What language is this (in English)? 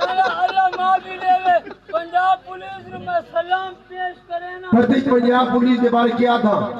Saraiki